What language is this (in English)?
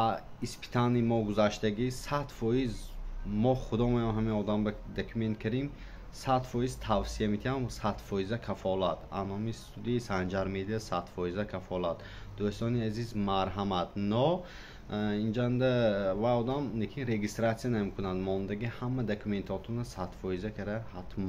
Tajik